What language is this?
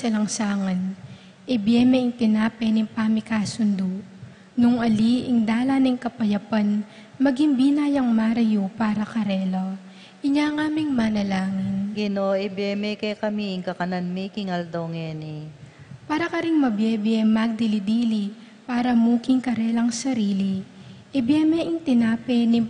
Pampanga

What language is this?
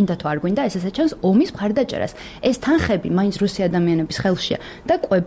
Georgian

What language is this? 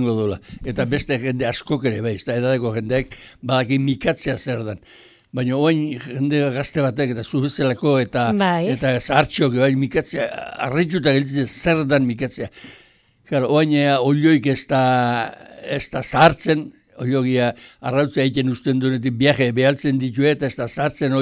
Basque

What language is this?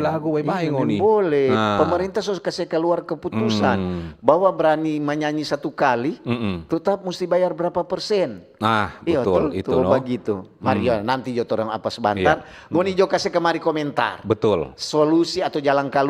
Manado Malay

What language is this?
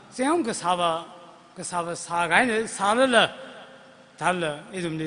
Tangkhul Naga (India)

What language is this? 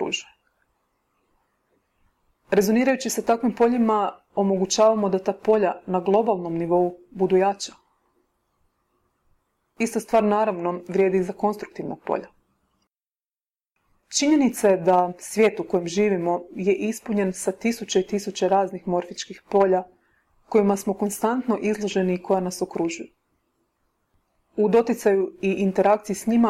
Croatian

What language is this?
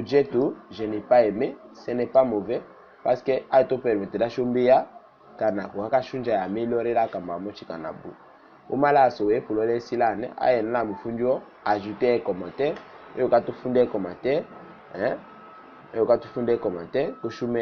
Tetela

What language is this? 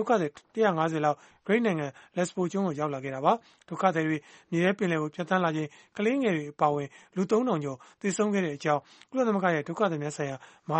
Burmese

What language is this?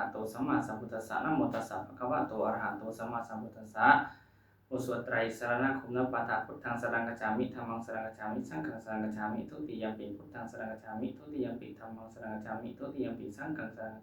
Pali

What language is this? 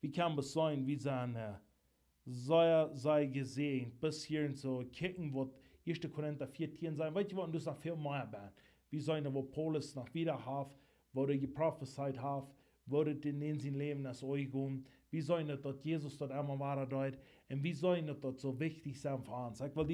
Plautdietsch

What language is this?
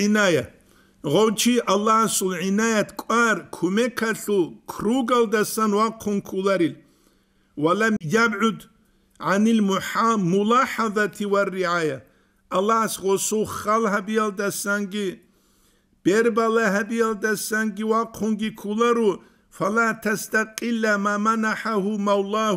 Avaric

